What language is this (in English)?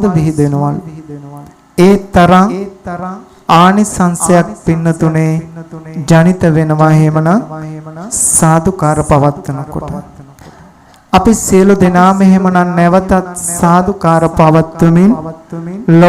Sinhala